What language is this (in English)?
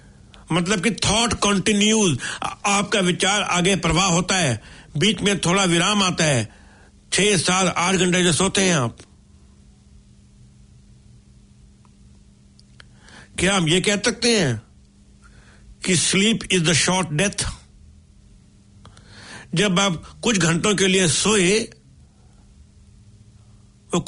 Hindi